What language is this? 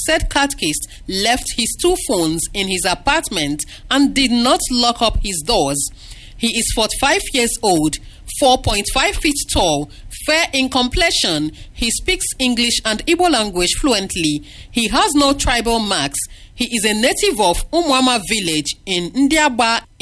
English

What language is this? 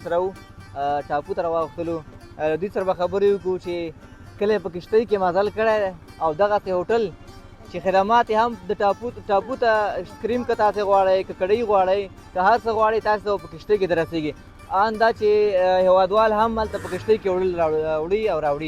Pashto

